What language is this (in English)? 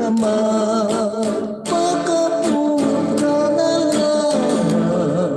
Hiligaynon